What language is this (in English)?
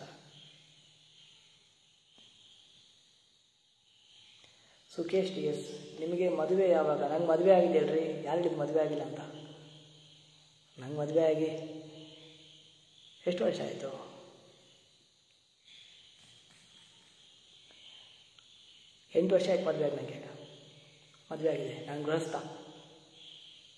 Kannada